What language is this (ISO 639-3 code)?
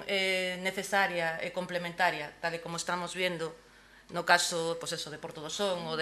glg